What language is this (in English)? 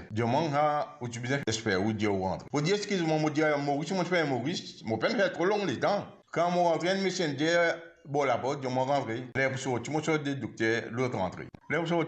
Morisyen